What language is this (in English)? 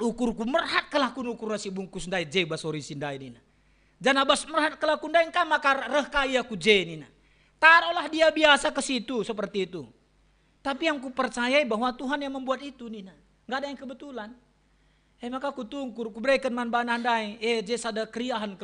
Batak Karo